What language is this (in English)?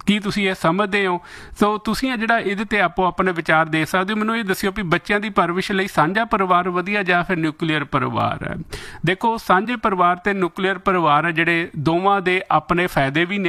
Punjabi